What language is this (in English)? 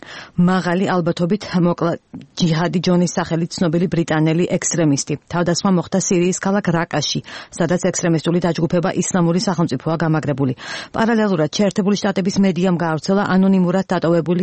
Georgian